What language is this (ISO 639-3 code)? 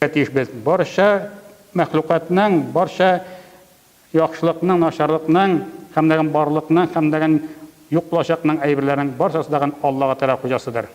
tat